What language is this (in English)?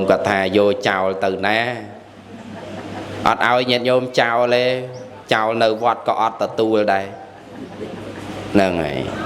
Khmer